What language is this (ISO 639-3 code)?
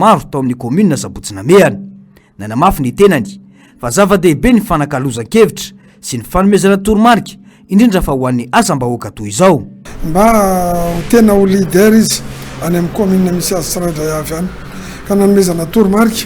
mlg